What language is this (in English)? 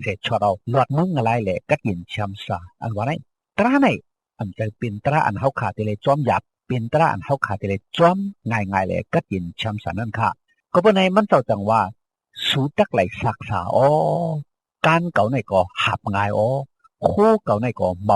Shan